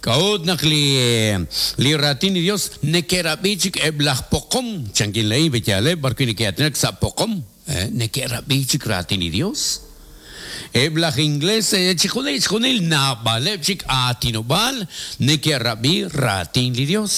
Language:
Kekchí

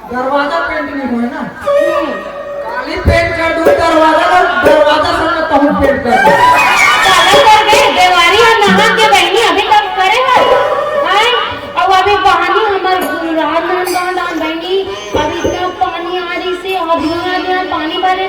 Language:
Chhattisgarhi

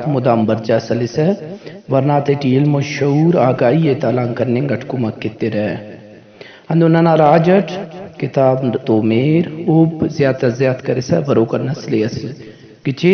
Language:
Brahui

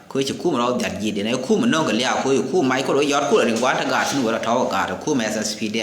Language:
Nuer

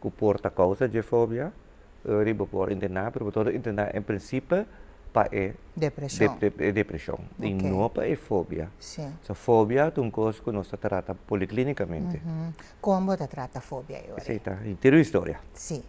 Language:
Papiamento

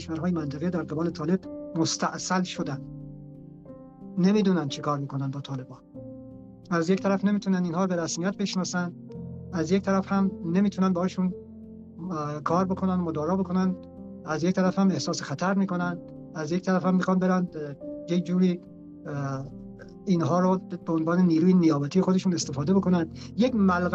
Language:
Persian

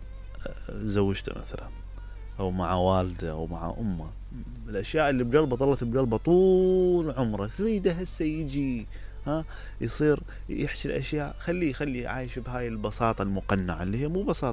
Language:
Mesopotamian Arabic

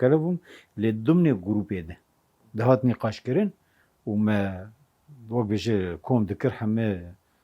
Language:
Kurdish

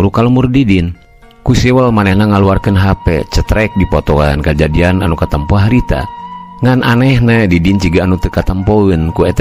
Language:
Sundanese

